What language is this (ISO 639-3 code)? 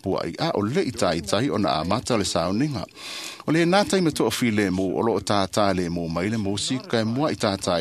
smo